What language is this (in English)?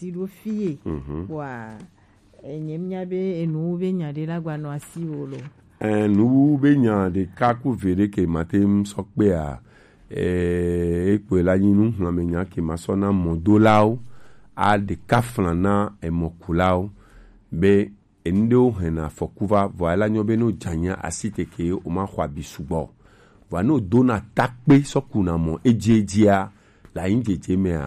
Gen